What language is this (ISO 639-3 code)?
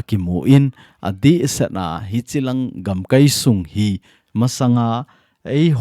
tcz